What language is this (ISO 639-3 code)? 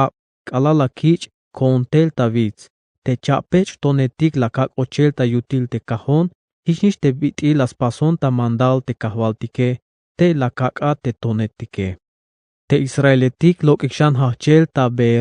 tzh